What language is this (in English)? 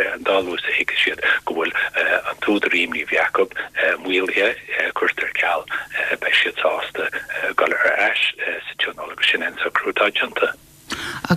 Irish